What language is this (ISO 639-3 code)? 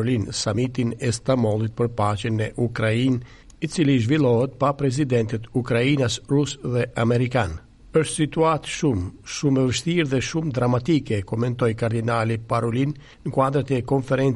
sqi